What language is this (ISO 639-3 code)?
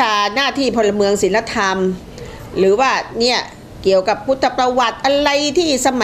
tha